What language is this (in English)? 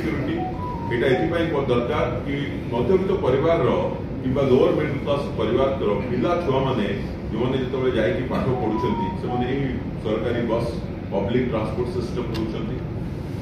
Odia